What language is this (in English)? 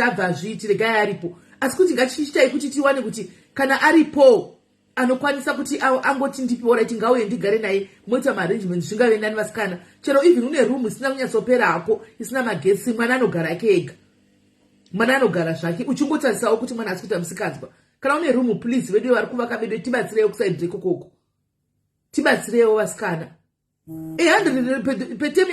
Shona